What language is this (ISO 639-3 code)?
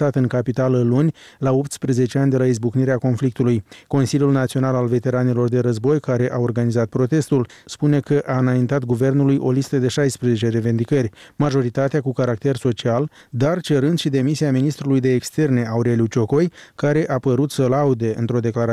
ron